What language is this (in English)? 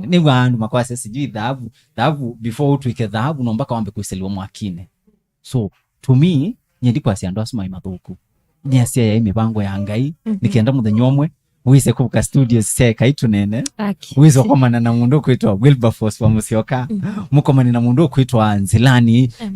Kamba